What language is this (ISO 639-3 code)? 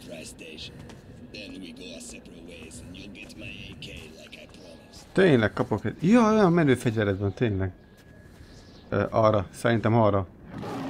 hun